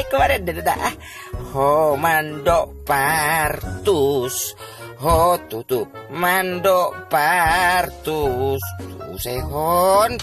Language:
Batak Toba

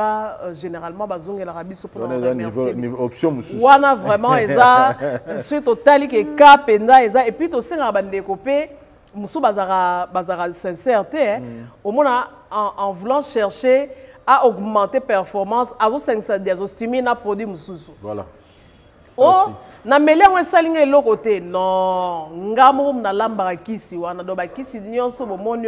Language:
Lingala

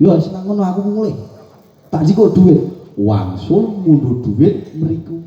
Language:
Javanese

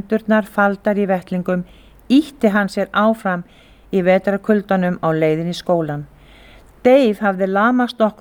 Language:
Icelandic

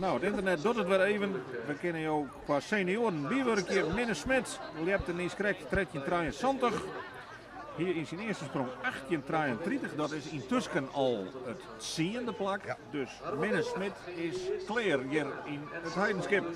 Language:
Western Frisian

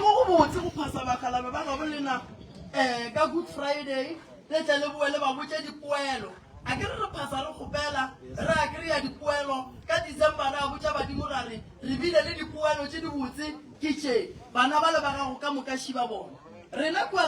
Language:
Northern Sotho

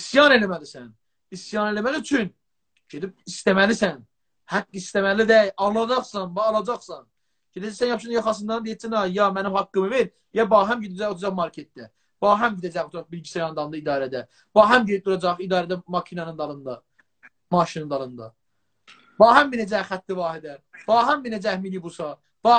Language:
South Azerbaijani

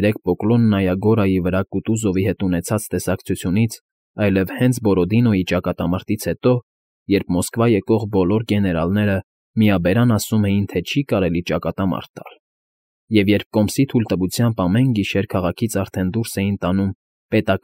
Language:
Armenian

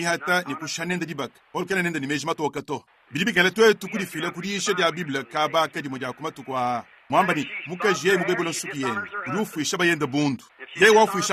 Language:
Luba-Lulua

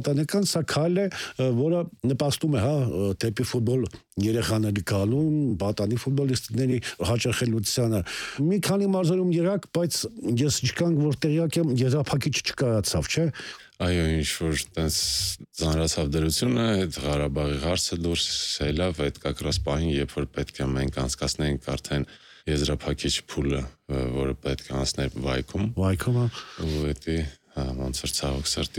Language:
Armenian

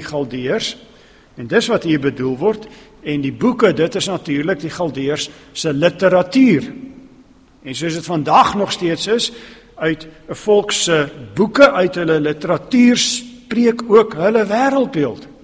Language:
Afrikaans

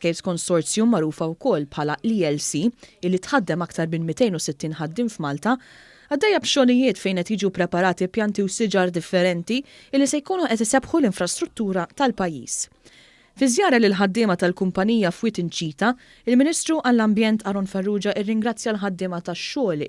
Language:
Maltese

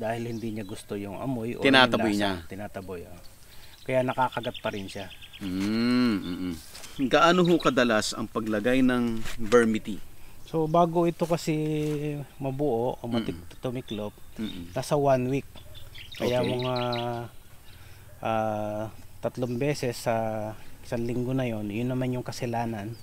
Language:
Filipino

